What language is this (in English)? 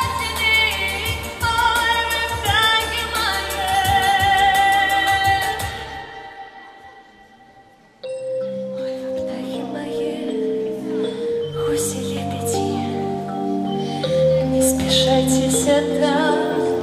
Russian